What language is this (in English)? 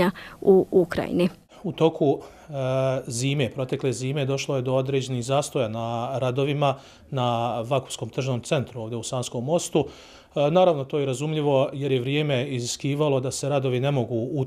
Bosnian